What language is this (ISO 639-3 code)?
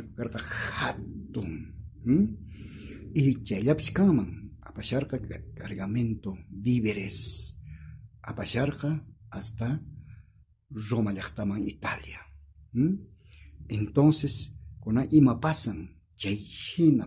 quh